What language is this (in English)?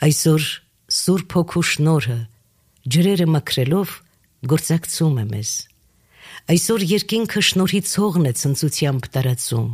Armenian